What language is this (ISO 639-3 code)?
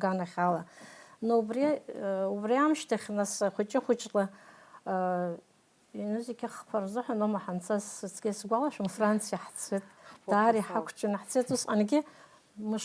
abk